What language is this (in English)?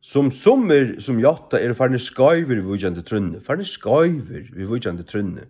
Faroese